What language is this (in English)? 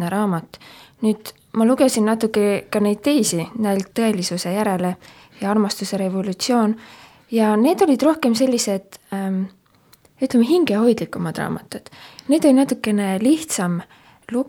Estonian